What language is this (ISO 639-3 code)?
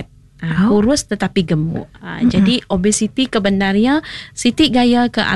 iba